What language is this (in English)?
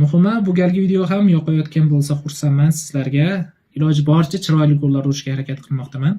Uzbek